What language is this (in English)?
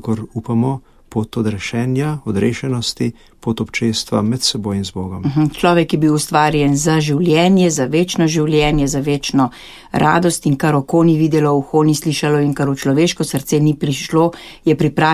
Slovenian